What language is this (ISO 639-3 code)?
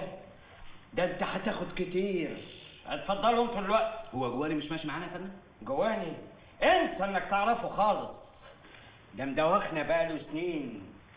arz